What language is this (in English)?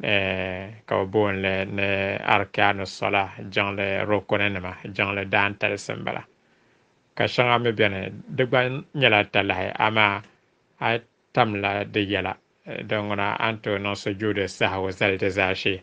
Dagbani